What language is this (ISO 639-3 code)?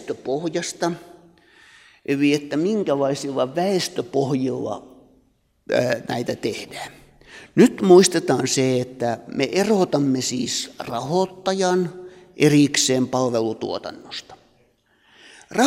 fin